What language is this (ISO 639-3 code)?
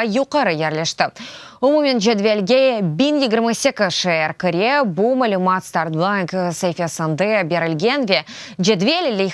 crh